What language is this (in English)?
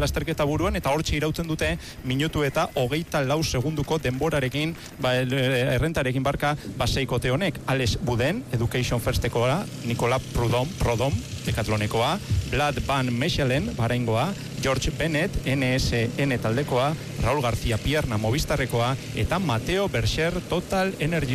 Basque